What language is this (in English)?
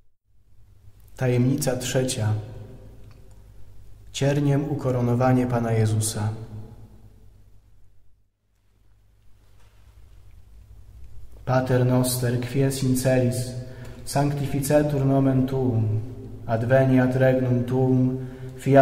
Polish